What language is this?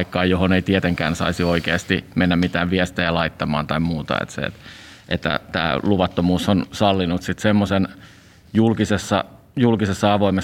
Finnish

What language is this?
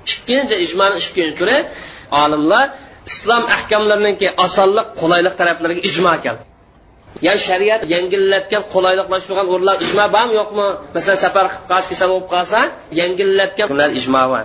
Uyghur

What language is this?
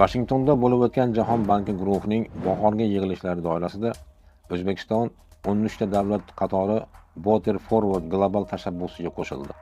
Uzbek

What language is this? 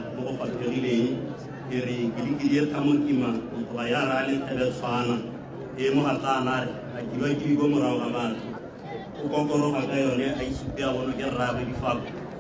Tswana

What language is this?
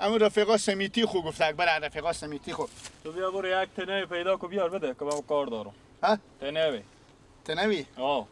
Persian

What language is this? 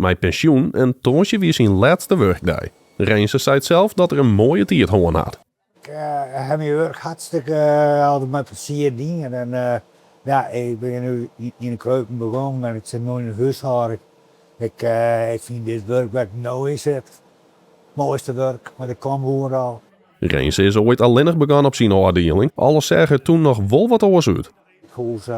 Western Frisian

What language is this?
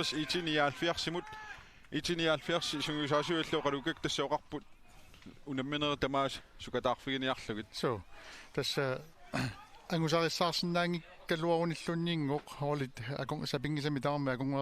Kalaallisut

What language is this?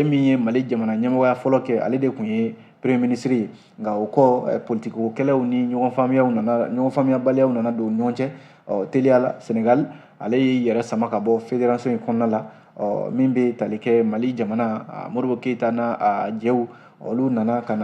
Bambara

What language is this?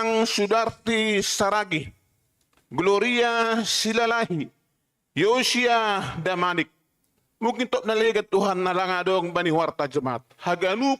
Batak Simalungun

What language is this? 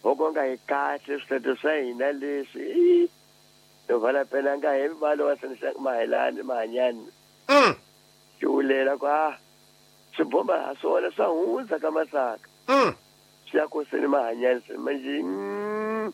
Tsonga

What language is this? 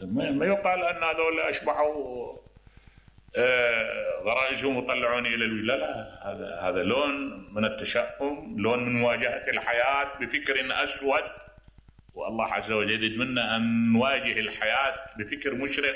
Mesopotamian Arabic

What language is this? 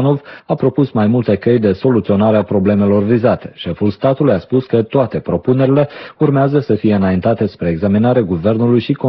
Romanian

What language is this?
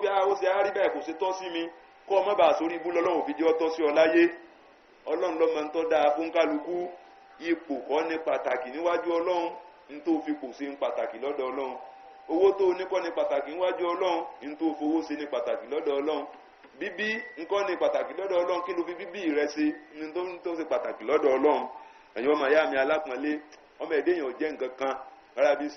Yoruba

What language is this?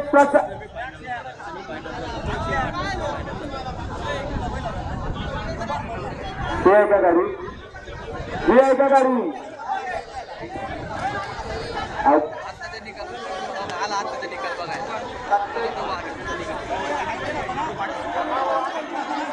Marathi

